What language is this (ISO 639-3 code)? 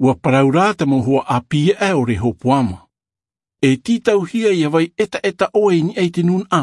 tah